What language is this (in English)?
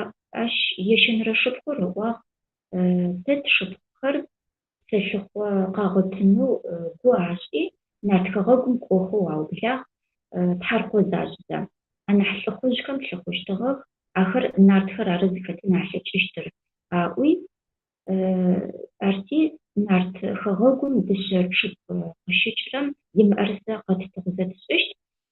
Adyghe